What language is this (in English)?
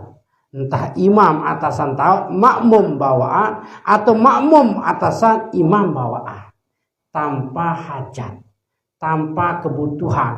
Sasak